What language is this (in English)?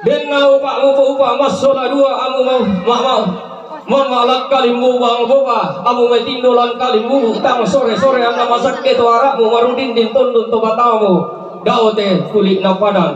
Toraja-Sa'dan